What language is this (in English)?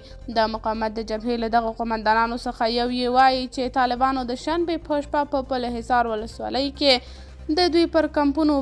Pashto